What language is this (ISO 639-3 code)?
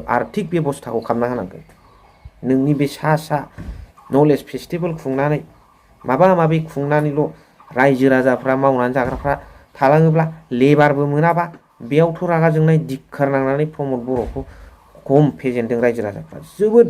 brx